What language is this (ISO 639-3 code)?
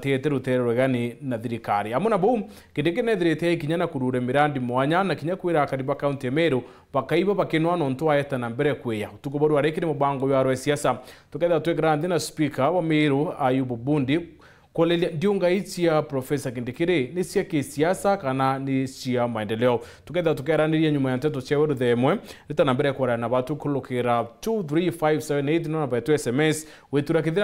mer